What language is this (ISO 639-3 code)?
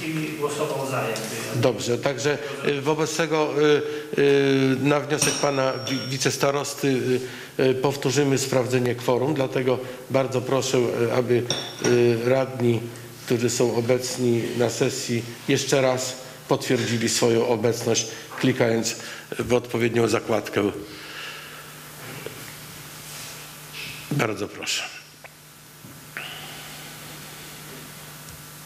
pol